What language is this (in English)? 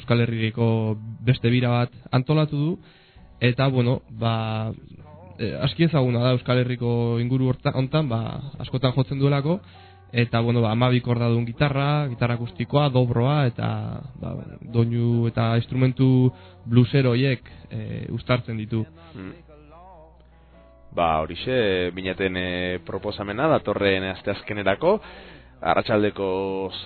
Basque